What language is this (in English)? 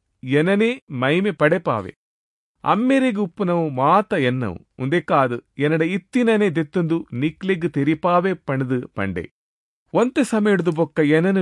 Tulu